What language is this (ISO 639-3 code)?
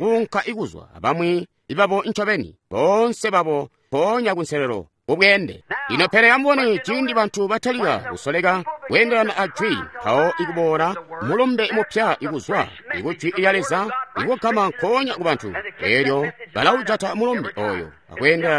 toi